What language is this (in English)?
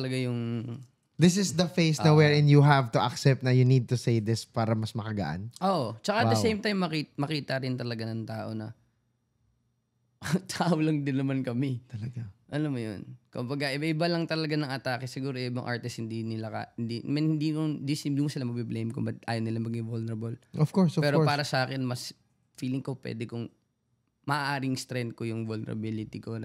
Filipino